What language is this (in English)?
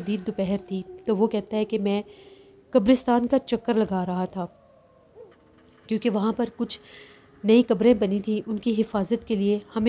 Urdu